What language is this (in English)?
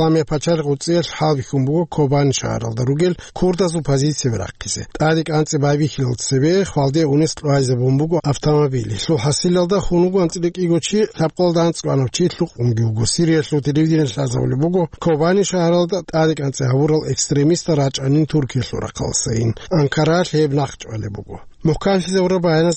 Avaric